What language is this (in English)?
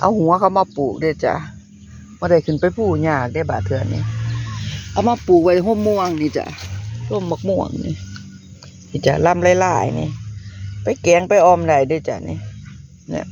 Northeastern Thai